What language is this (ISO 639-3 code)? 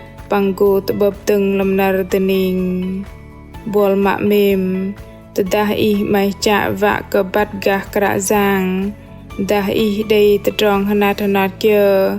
bdq